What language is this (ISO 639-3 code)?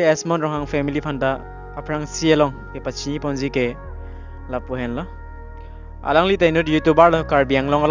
mjw